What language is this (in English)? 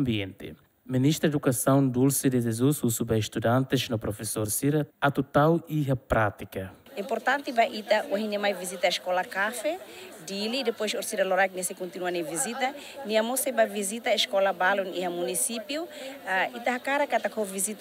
Tetum